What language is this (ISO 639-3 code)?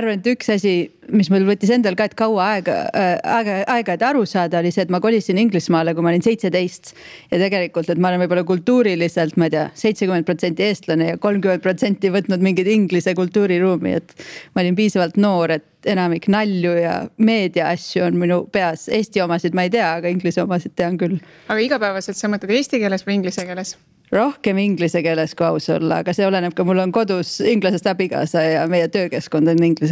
est